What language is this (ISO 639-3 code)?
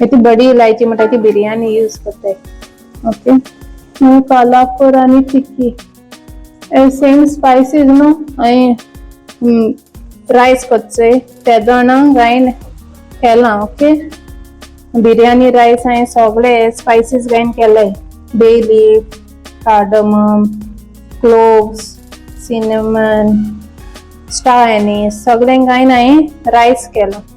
kok